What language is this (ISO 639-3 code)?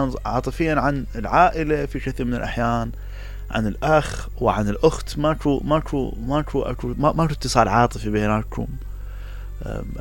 acm